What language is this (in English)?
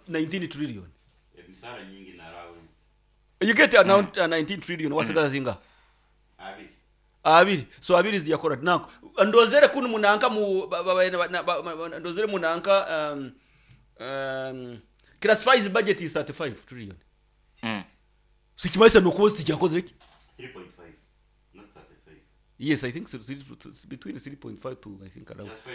Nyoro